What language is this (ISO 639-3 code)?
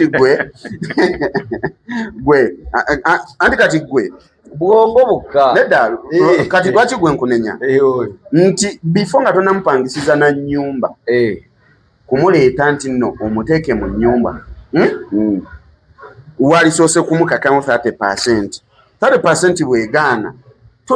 lug